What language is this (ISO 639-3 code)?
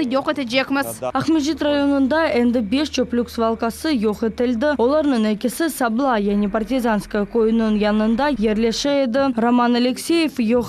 crh